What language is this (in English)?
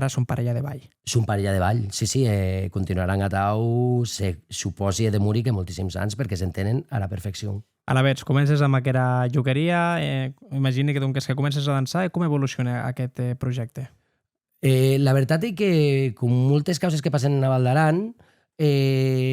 Occitan